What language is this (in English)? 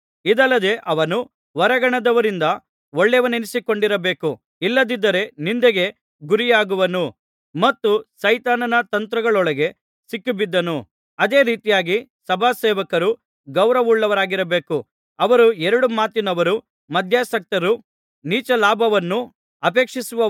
Kannada